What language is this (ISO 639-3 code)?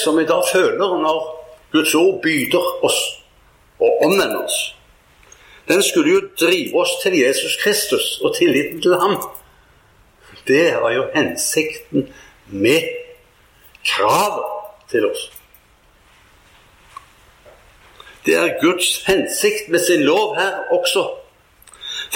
nor